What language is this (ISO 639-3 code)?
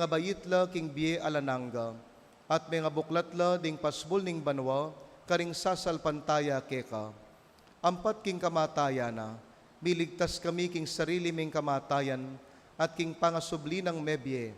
pam